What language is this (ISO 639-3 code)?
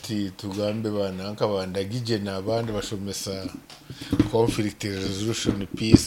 nyo